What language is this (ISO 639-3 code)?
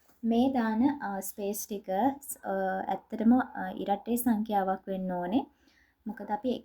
sin